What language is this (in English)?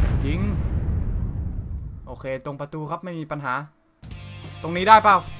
Thai